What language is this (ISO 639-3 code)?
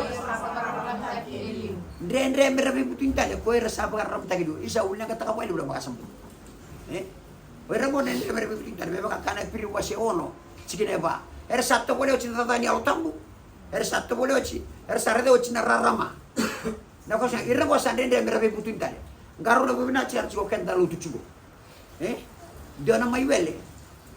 fij